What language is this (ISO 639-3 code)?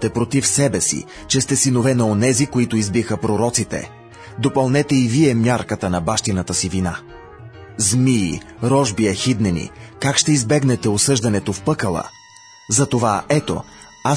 bul